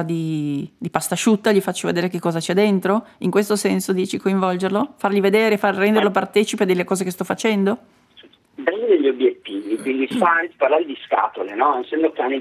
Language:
Italian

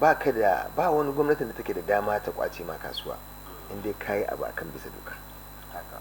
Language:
Hausa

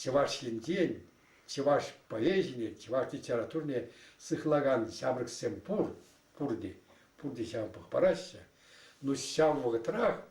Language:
Chuvash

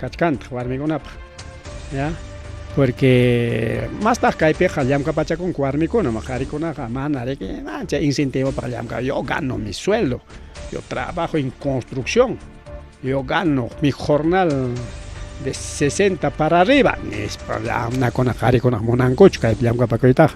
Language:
Ayacucho Quechua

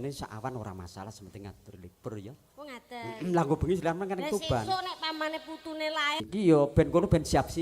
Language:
Javanese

